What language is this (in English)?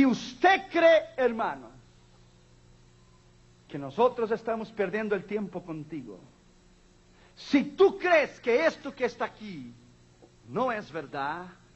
Spanish